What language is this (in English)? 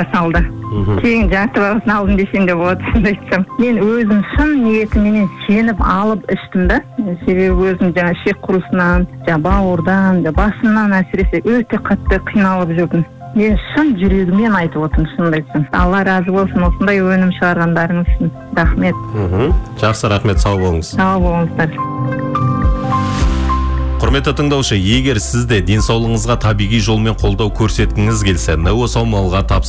Kazakh